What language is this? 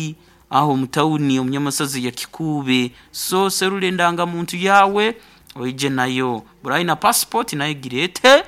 Nyankole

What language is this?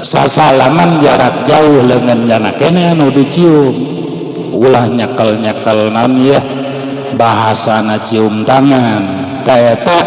Sundanese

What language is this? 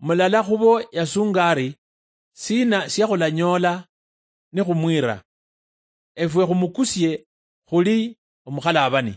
Luyia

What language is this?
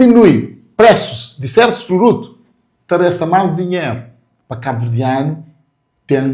Kabuverdianu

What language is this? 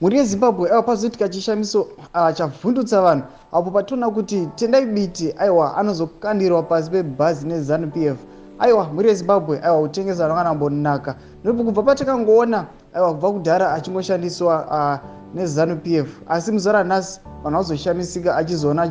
Shona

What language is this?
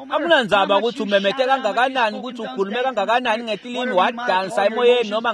Swati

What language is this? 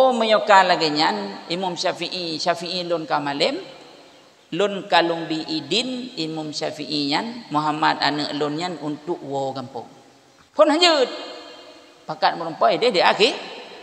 Achinese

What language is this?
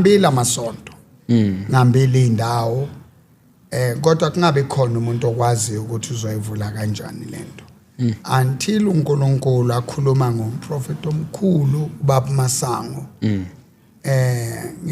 Zulu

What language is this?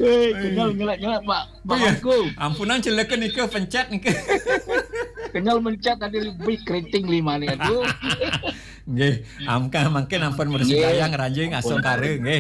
Balinese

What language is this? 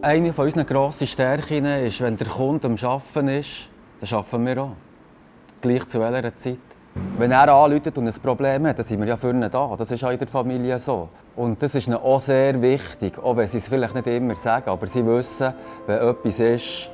Swiss German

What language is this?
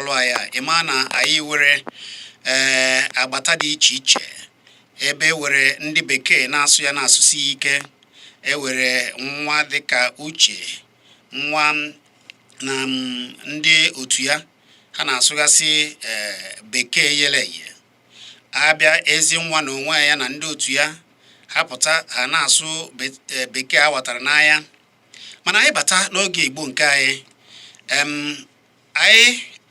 Igbo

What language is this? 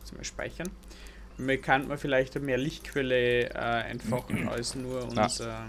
Bavarian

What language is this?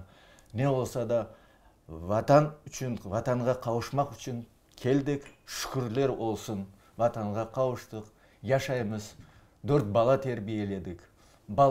Crimean Tatar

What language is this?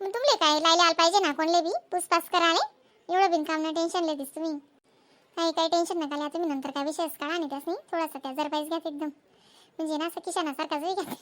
Khandesi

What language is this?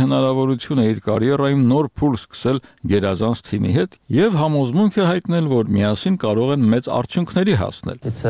Armenian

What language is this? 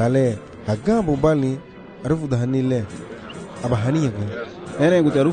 Garifuna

